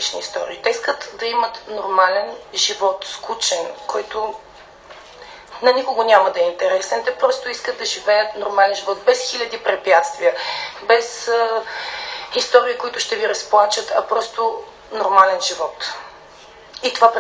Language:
Bulgarian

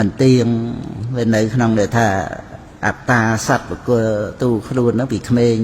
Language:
Khmer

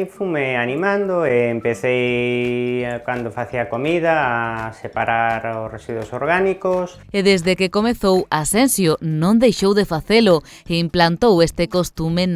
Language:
Galician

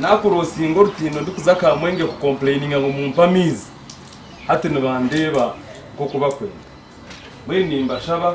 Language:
Nyankole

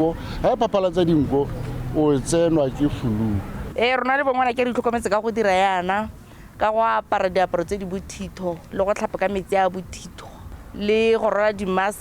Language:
Tswana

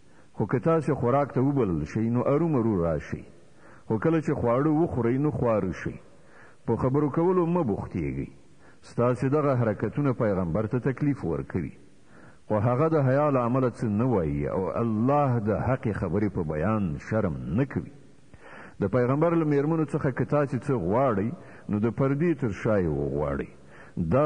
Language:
Pashto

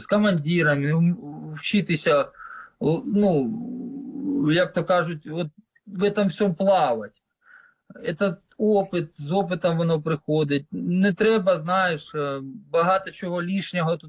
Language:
Ukrainian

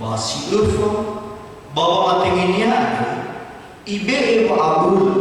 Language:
Nias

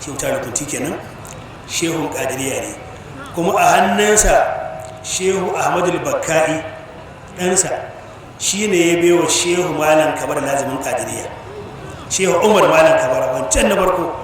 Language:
Hausa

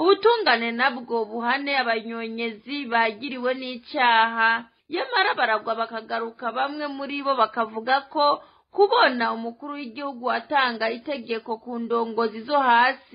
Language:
Rundi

